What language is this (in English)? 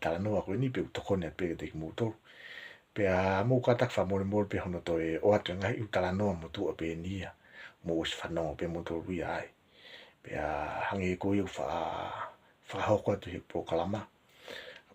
Tongan